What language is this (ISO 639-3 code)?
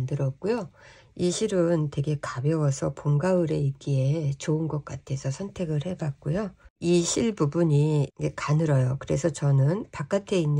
kor